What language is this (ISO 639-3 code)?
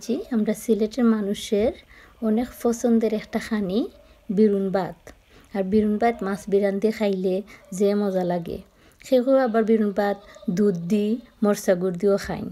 syl